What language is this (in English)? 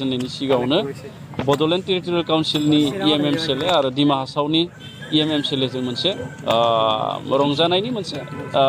Bodo